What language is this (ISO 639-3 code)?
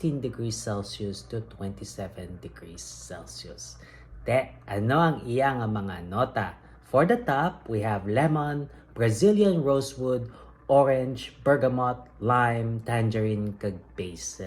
hil